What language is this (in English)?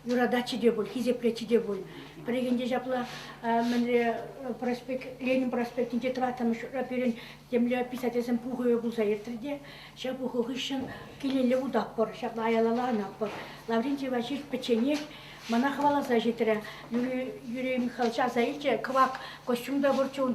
Chuvash